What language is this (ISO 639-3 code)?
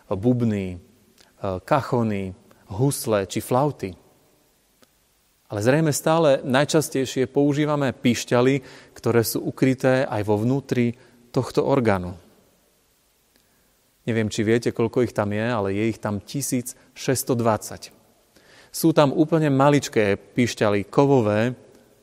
slk